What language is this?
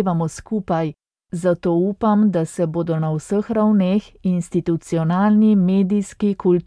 Slovenian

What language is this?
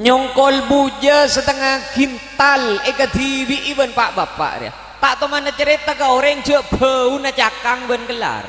Madurese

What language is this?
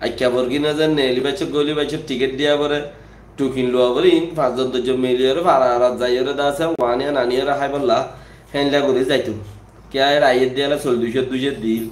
Rohingya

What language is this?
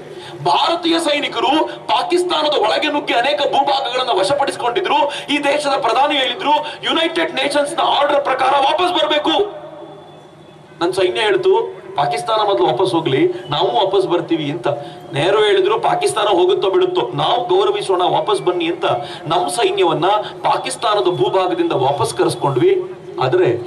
Kannada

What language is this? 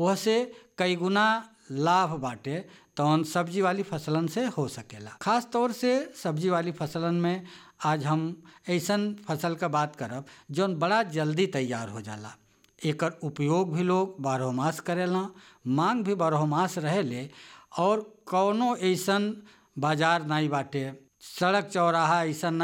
Bhojpuri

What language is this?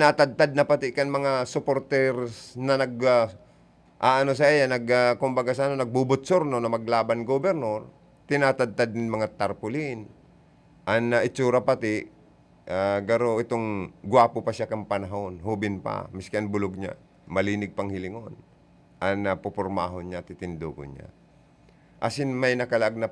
Bikol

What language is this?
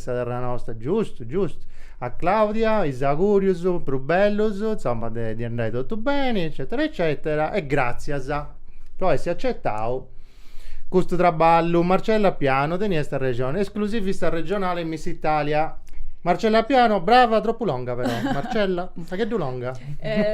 Sardinian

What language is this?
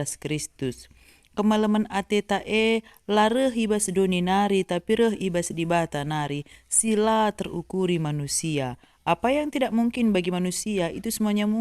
Batak Karo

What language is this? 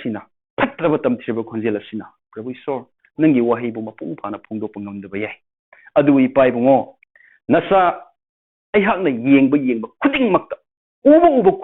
Manipuri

